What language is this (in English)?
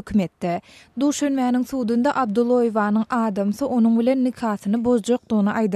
Turkmen